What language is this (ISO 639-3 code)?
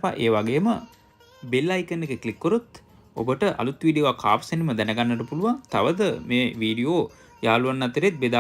sin